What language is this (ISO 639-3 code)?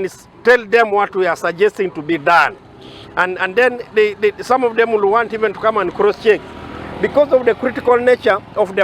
nyn